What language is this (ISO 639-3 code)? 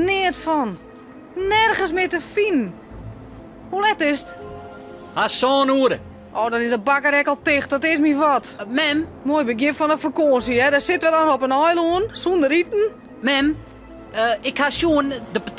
fry